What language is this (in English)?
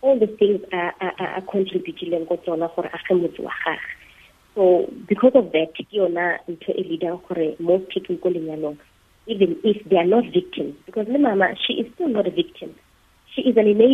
Tswana